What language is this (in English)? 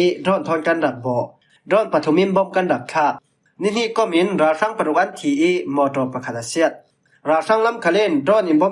Falam Chin